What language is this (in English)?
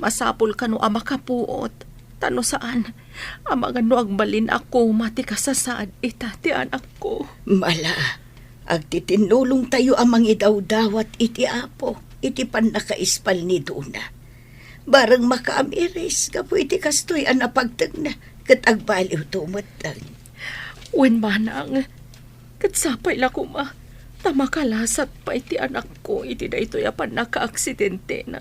Iloko